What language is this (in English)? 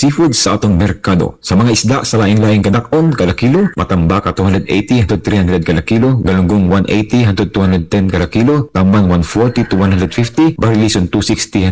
Cebuano